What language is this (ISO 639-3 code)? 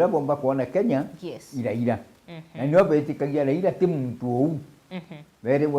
mer